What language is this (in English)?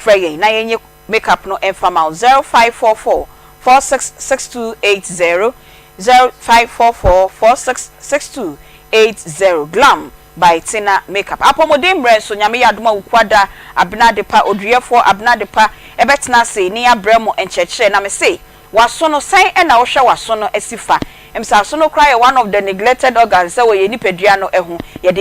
Akan